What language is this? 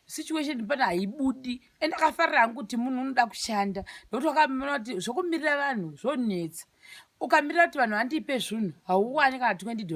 Shona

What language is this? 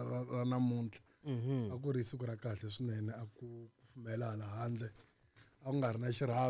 Tsonga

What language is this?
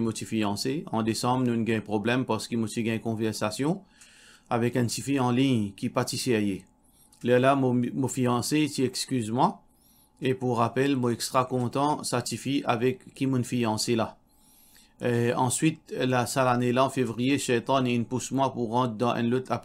Morisyen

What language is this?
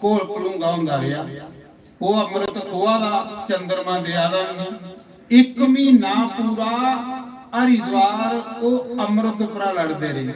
Dogri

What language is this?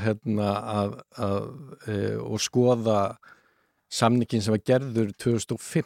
Icelandic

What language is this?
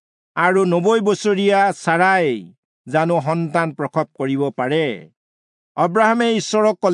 Assamese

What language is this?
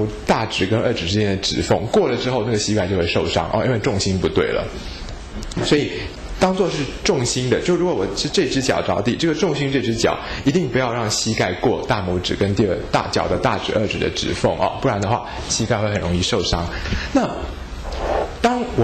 Chinese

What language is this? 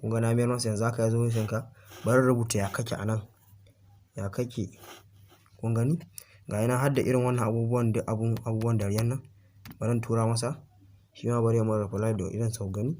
Hausa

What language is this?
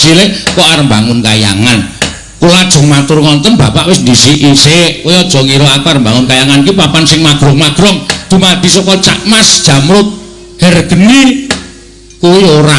Javanese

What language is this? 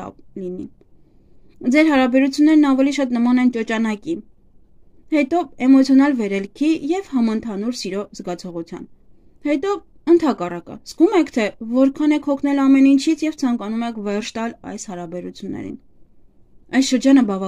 Armenian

